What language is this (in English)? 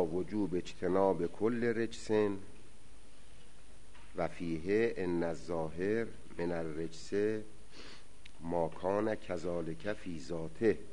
Persian